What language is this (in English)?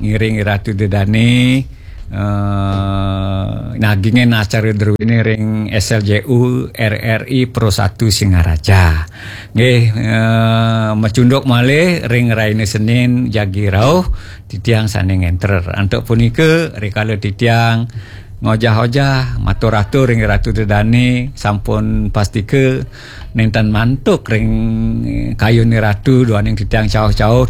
Balinese